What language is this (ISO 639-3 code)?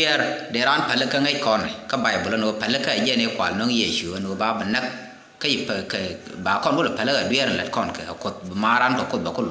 nus